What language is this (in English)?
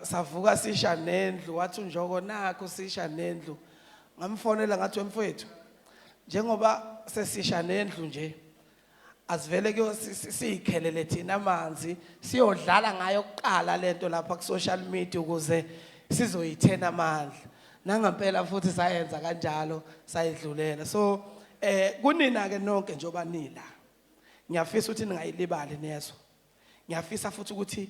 Zulu